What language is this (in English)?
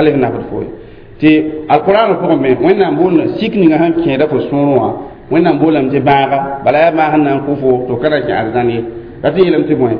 Mossi